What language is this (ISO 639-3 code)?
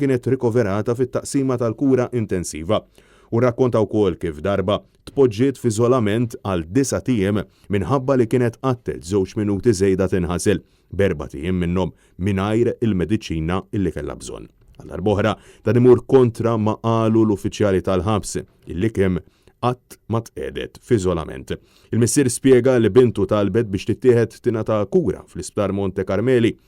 mlt